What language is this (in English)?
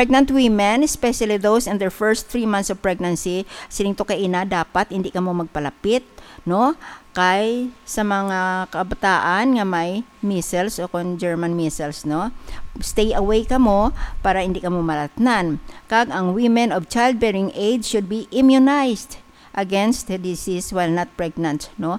Hiligaynon